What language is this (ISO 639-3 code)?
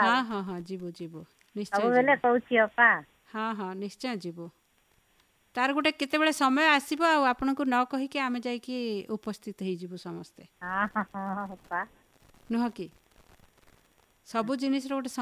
ori